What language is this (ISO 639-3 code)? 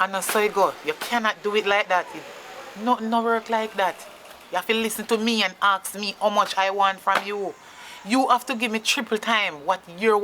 jam